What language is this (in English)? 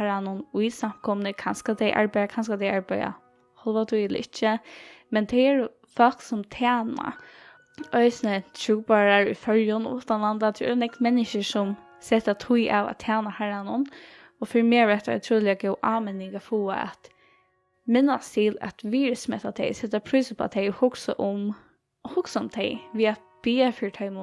Faroese